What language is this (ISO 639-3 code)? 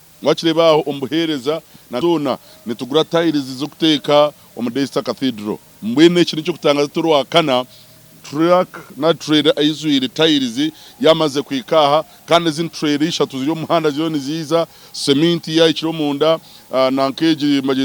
nyn